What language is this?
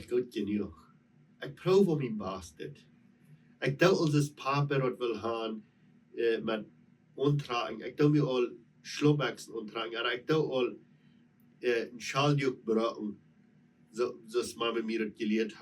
Plautdietsch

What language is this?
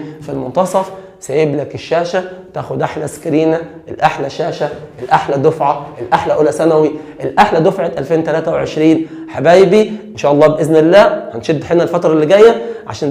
Egyptian Arabic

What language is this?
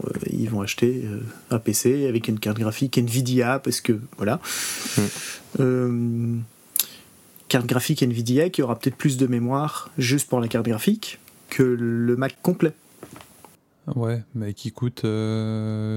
French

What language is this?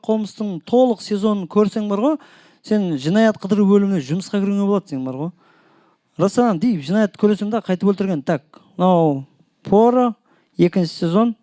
Kara-Kalpak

